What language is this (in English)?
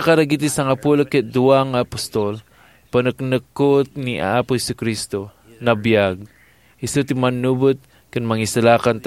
Iloko